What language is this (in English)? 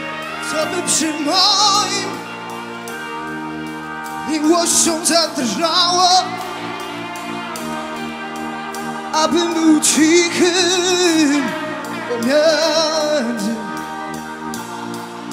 Polish